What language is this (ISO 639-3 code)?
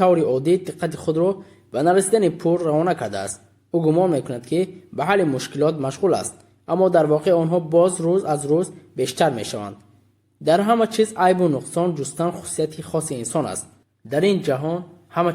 tgk